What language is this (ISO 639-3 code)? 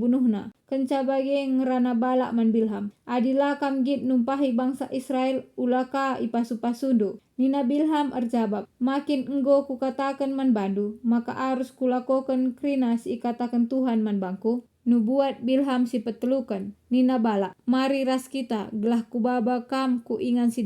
btx